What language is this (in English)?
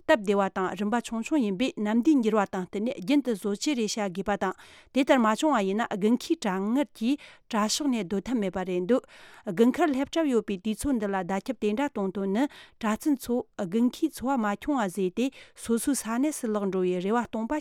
Tibetan